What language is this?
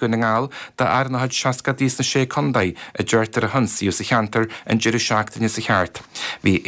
Irish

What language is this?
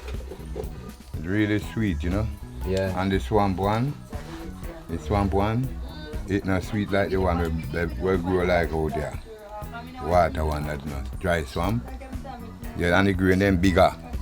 Jamaican Creole English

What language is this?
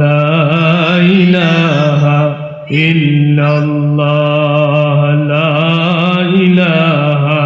Sylheti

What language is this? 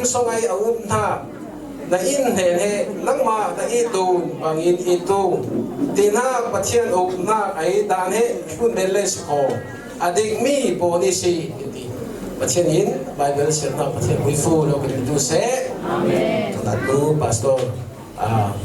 Falam Chin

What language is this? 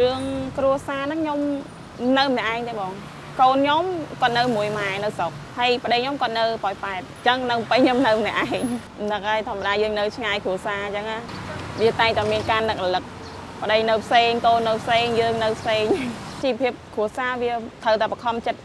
Khmer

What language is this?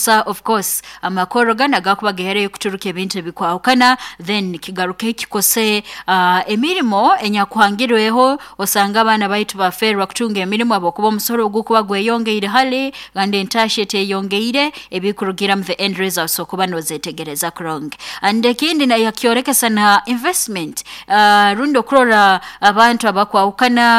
Nyoro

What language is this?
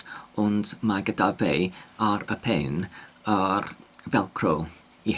Welsh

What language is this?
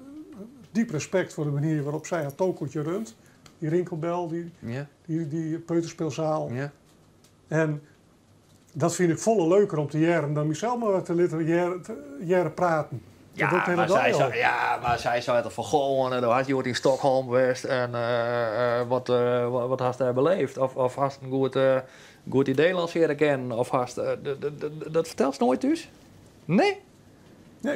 Western Frisian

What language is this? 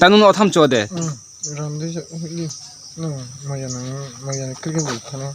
Riang (India)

